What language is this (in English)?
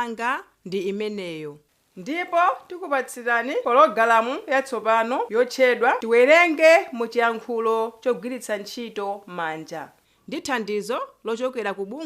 Nyanja